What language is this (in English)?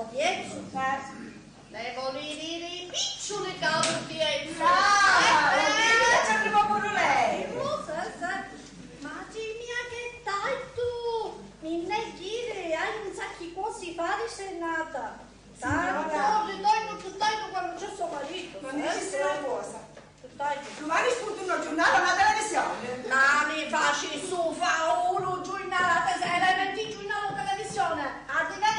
Sicilian